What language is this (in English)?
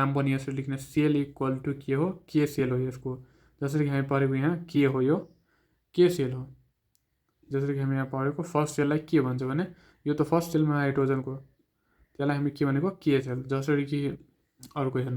Nepali